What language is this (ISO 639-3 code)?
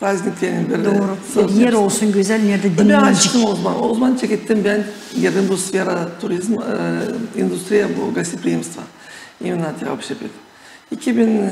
gag